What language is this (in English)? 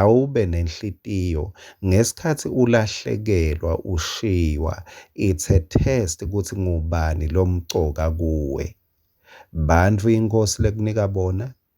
Swati